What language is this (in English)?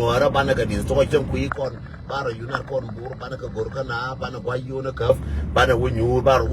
Nuer